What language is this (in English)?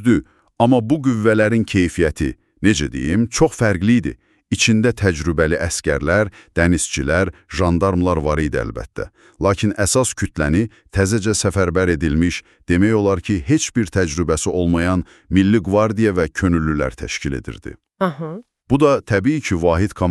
Azerbaijani